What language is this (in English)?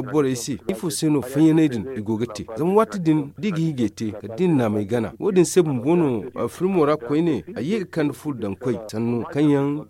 Zarma